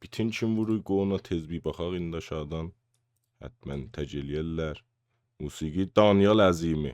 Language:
South Azerbaijani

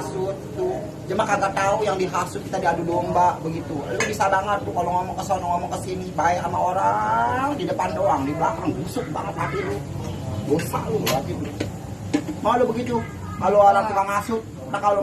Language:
Betawi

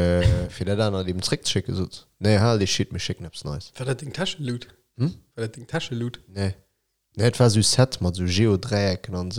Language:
Luxembourgish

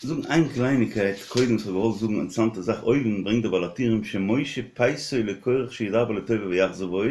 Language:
Yiddish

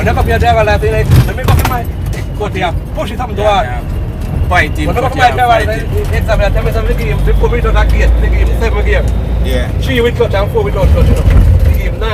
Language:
Jamaican Creole English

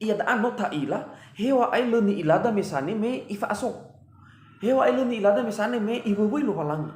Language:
Nias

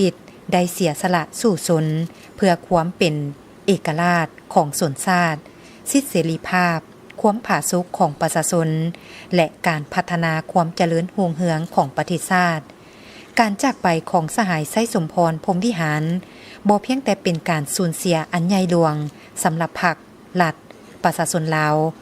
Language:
Lao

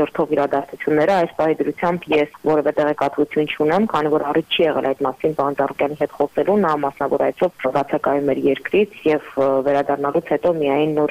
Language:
Armenian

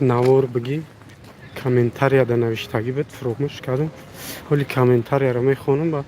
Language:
Tajik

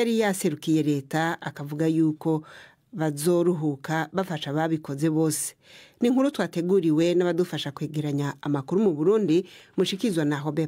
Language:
Rundi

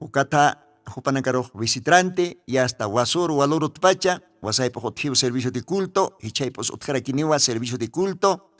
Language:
Aymara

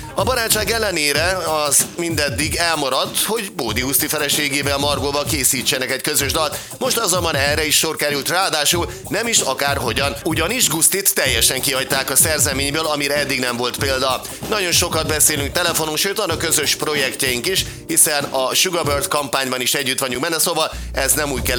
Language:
Hungarian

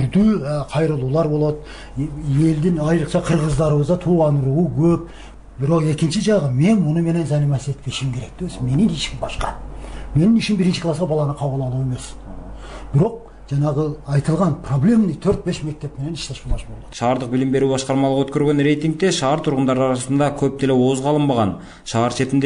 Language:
Kyrgyz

